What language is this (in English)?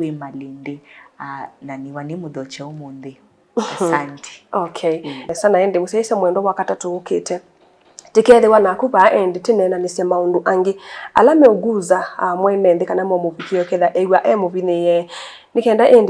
Kamba